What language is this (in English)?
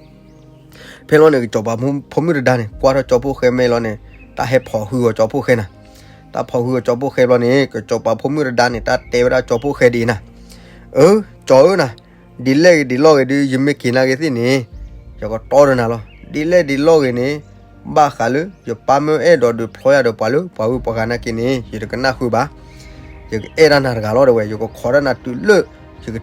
S'gaw Karen